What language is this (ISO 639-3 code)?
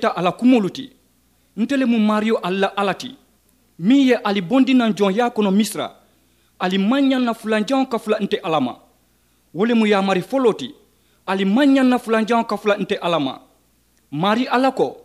man